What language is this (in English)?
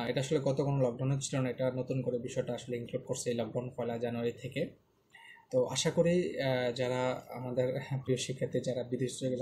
Bangla